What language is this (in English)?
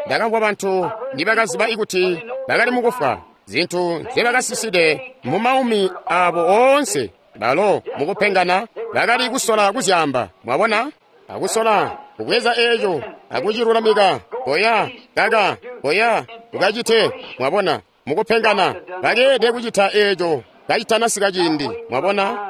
Tonga (Zambia)